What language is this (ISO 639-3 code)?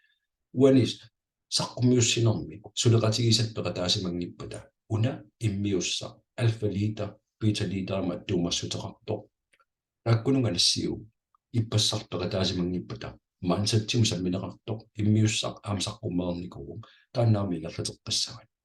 kal